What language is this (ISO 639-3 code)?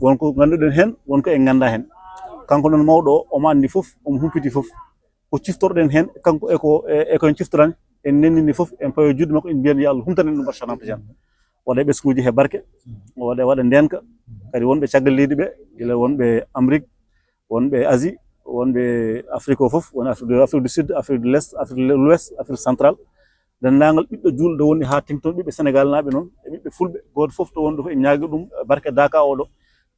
ful